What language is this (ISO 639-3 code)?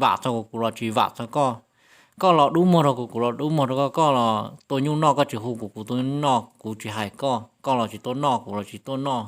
hmn